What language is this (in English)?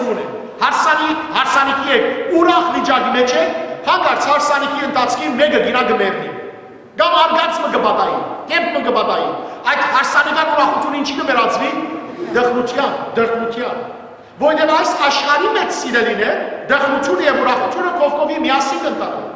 Western Armenian